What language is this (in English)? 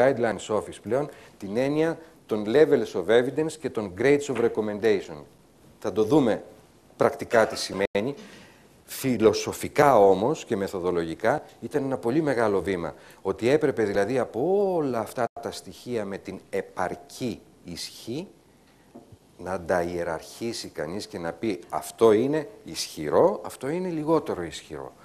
Greek